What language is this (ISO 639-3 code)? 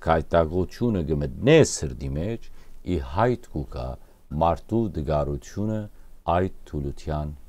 hyw